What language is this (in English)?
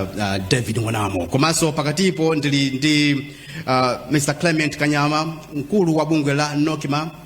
Nyanja